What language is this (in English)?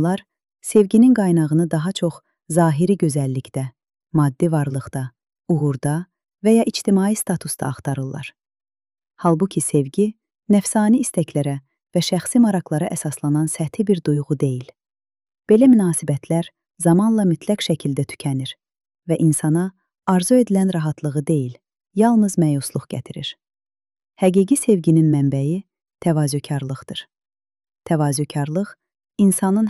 Azerbaijani